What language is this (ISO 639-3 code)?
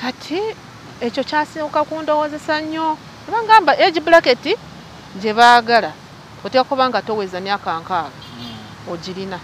lug